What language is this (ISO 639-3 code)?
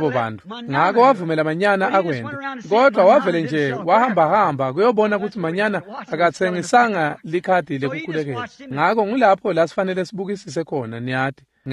ssw